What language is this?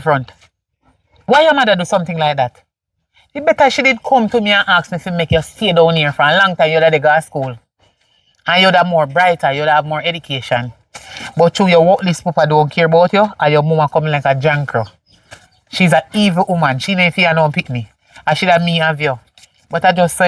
Jamaican Creole English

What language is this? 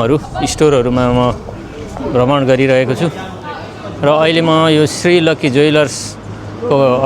Nepali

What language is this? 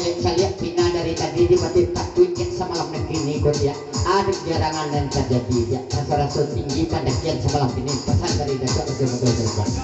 Minangkabau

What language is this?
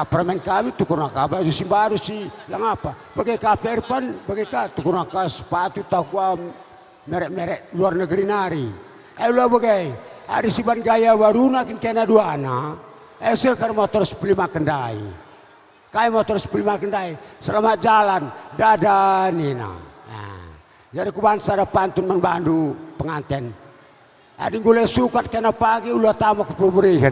Batak Karo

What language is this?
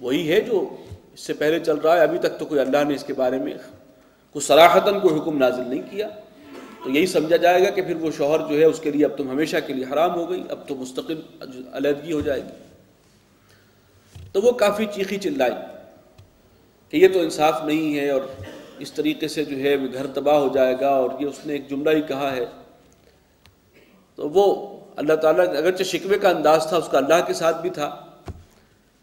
Urdu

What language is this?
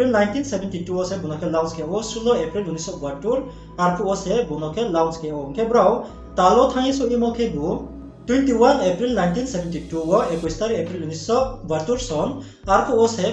Riang (India)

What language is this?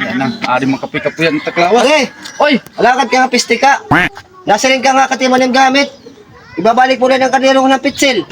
Waray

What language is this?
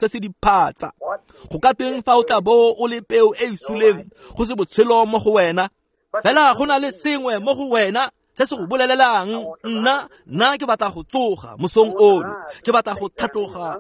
Tswana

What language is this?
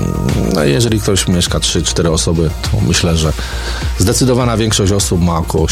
Polish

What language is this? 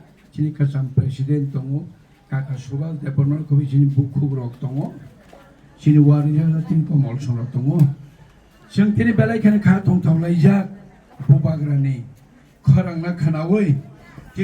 Kok Borok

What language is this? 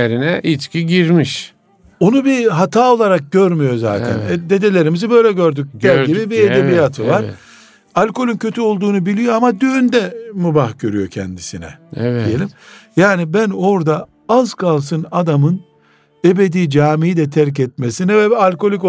Turkish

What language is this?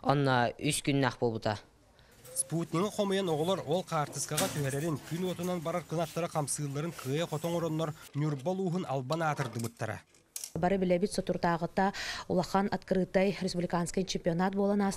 Yakut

